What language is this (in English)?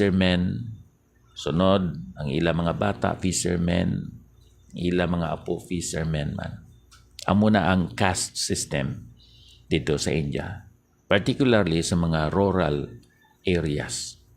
Hiligaynon